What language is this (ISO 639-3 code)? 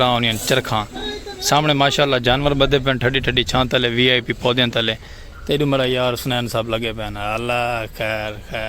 skr